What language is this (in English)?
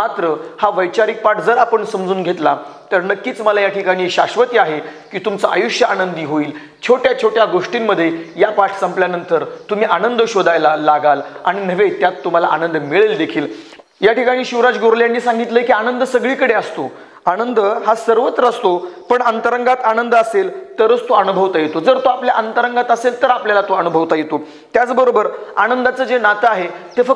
Marathi